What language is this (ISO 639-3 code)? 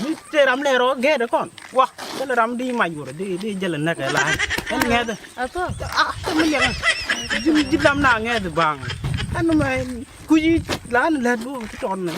nus